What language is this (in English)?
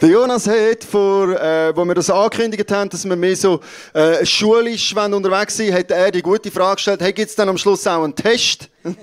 Swiss German